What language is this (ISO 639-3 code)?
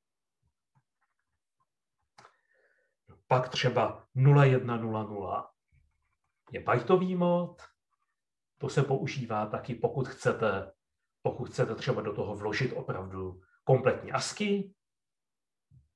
ces